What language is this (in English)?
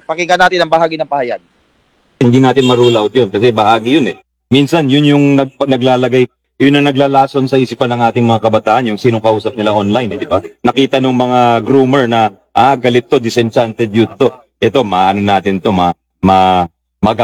Filipino